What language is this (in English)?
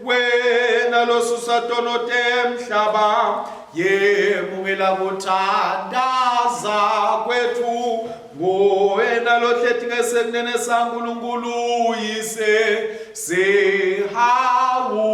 Swati